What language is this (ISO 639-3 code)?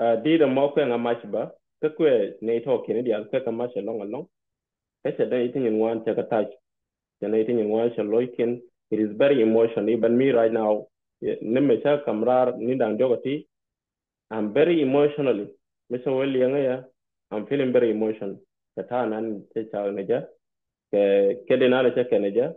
nus